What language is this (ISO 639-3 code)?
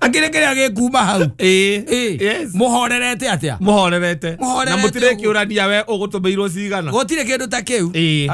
kik